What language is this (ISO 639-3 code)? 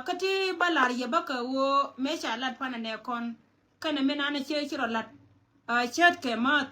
nus